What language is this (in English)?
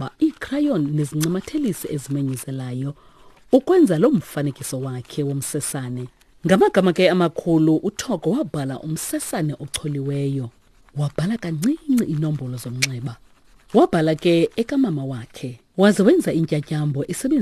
Xhosa